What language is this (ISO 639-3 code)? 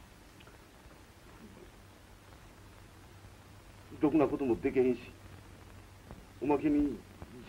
jpn